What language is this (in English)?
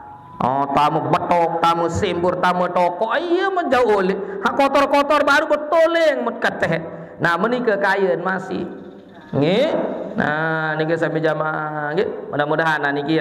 Sasak